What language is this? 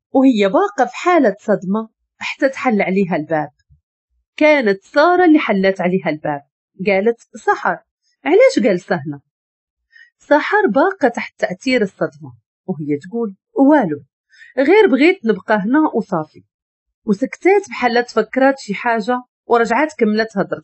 Moroccan Arabic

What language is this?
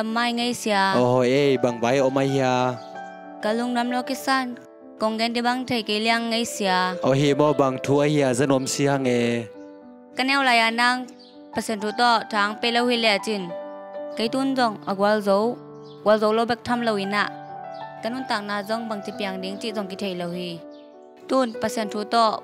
Tedim Chin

